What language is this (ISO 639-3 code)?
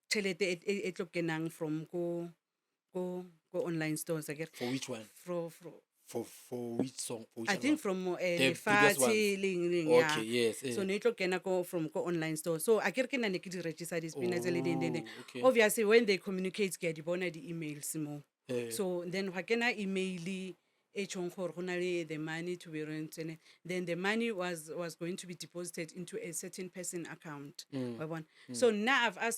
nso